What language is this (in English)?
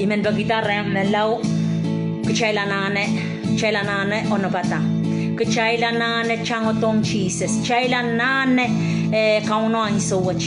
Pohnpeian